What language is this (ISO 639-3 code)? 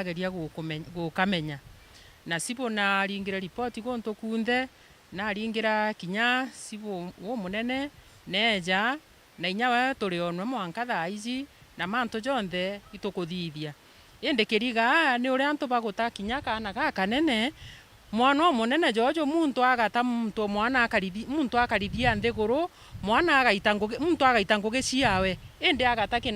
mer